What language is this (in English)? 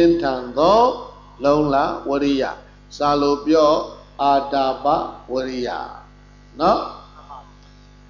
Burmese